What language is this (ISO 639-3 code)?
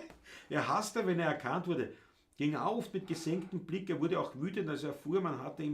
bar